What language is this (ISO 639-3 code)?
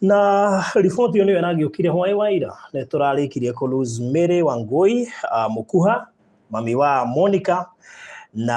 kik